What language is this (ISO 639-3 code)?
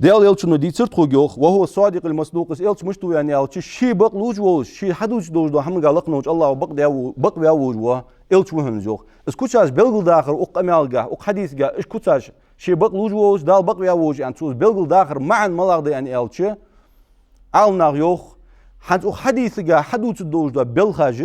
inh